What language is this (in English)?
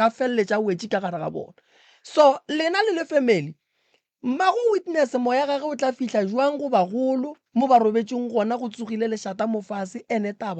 Northern Sotho